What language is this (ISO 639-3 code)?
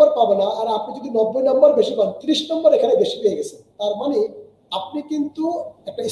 ben